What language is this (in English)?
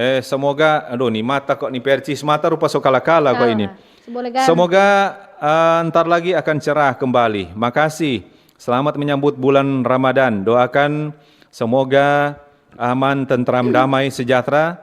Manado Malay